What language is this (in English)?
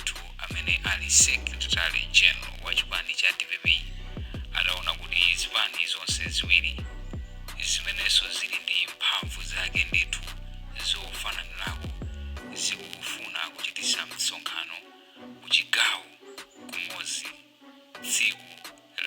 Nyanja